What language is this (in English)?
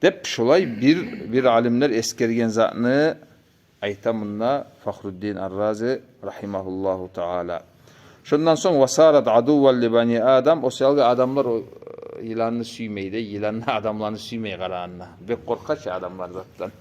Kumyk